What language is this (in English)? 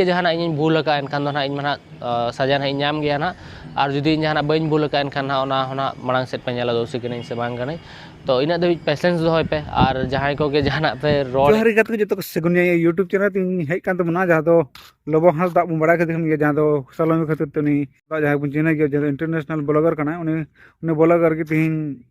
Santali